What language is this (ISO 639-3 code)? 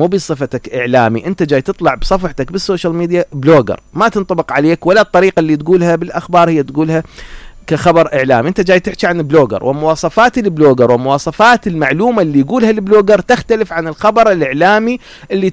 acm